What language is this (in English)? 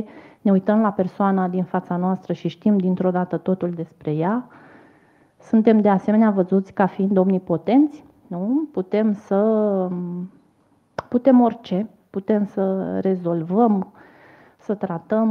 Romanian